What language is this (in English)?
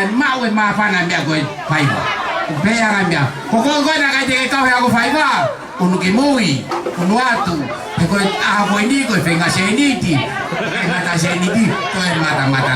Tongan